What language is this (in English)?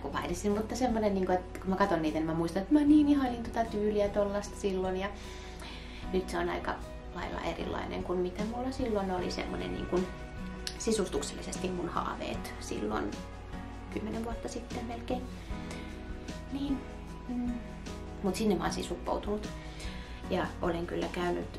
Finnish